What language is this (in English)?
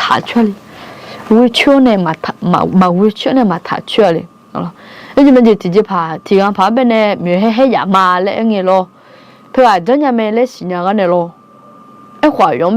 Akha